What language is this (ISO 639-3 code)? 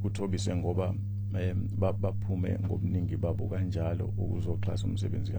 zul